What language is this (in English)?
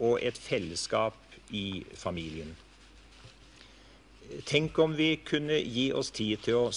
Norwegian